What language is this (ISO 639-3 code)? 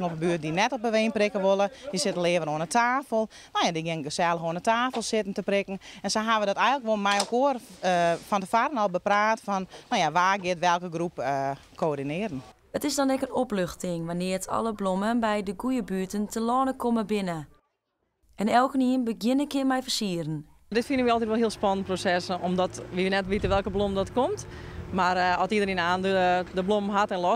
fry